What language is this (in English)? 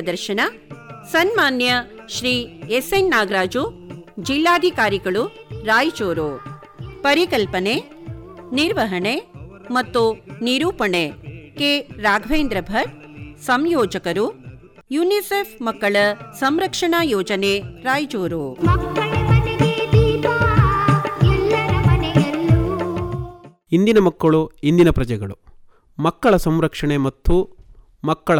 Kannada